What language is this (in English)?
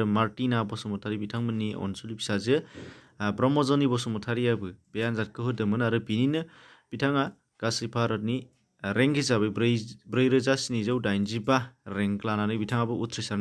Bodo